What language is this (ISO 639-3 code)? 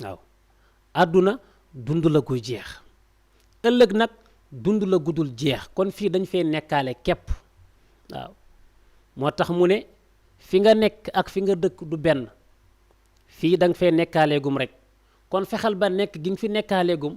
wol